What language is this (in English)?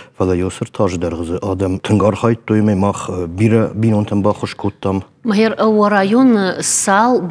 Ossetic